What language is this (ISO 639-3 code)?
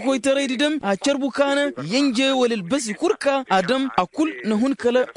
ses